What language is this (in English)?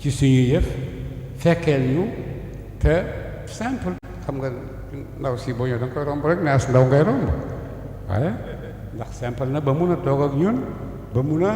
Wolof